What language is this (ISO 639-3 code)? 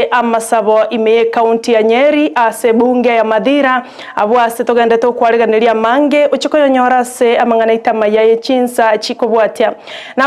guz